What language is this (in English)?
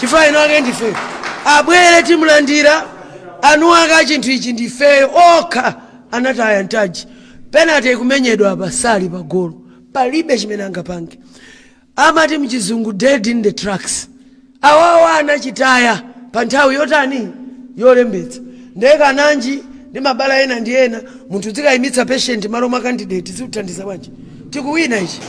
Nyanja